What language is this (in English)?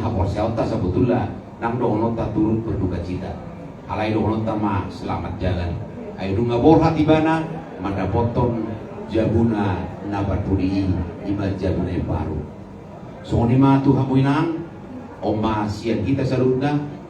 Batak Toba